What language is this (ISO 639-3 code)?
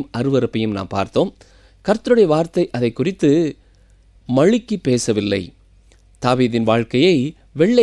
tam